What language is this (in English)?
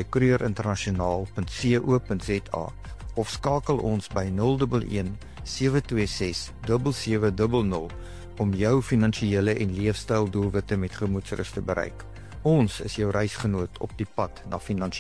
Afrikaans